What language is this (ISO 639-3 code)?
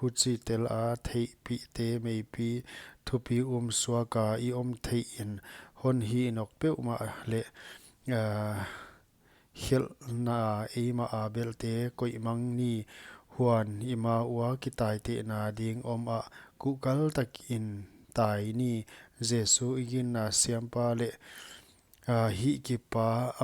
pck